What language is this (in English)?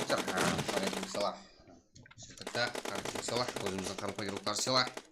Kara-Kalpak